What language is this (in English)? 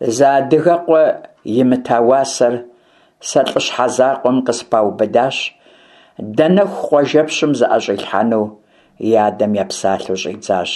Kabardian